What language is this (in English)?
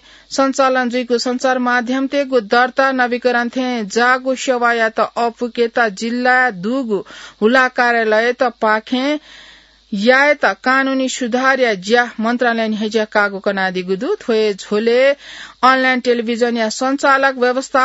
Newari